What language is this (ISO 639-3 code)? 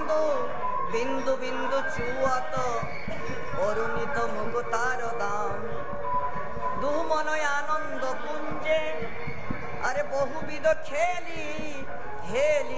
ben